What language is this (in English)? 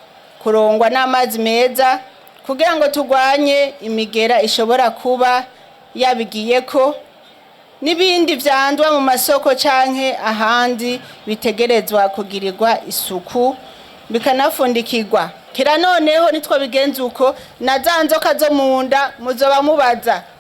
Rundi